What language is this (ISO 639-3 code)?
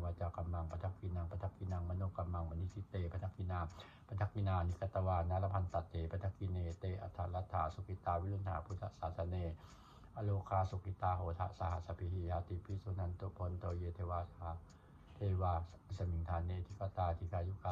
pli